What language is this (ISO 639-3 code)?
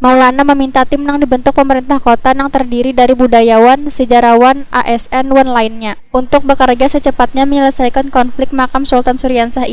bjn